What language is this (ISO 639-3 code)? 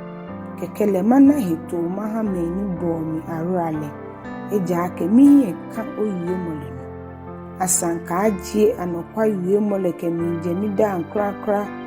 gaa